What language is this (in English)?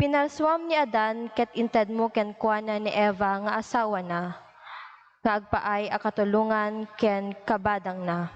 Iloko